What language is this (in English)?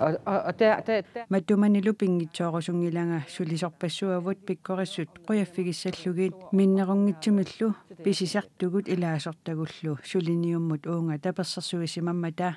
Kalaallisut